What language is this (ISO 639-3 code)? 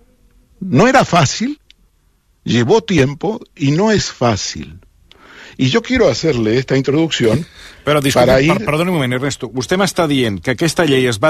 cat